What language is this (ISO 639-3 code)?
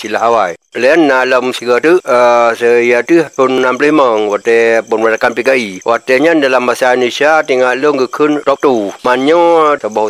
ace